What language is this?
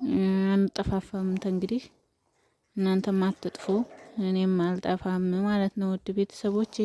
Amharic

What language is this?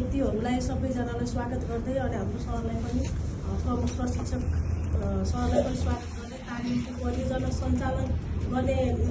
Nepali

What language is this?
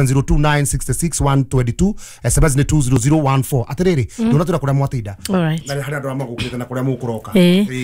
Kikuyu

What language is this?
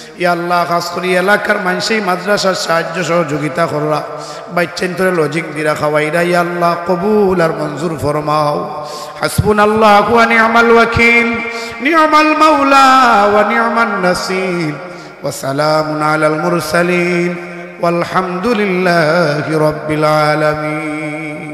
Sylheti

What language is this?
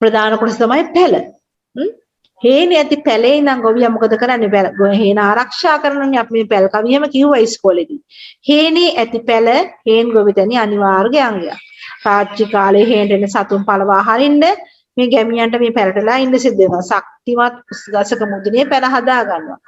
Sinhala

